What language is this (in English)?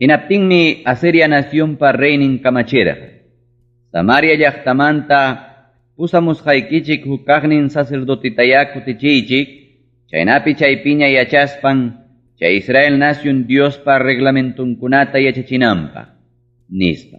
Ayacucho Quechua